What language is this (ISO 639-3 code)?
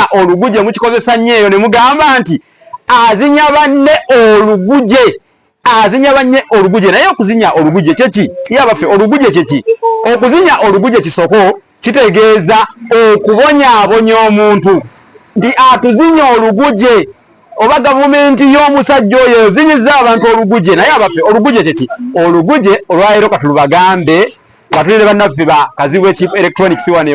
lug